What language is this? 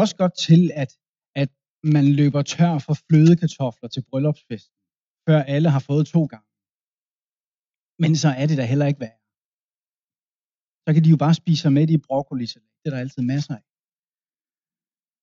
Danish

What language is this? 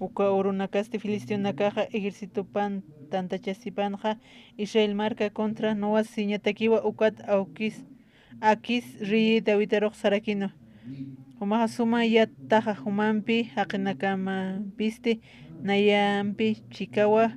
Aymara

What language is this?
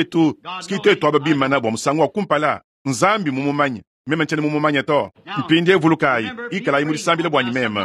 Luba-Lulua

